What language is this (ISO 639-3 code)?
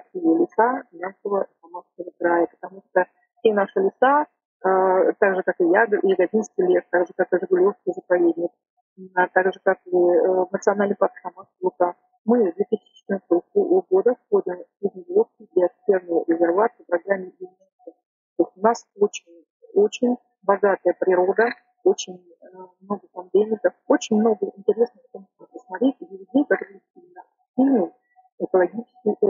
rus